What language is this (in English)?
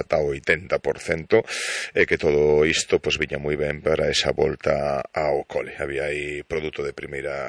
Galician